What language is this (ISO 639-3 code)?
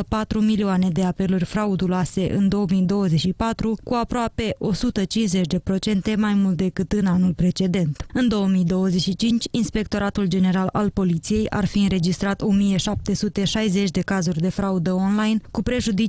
ron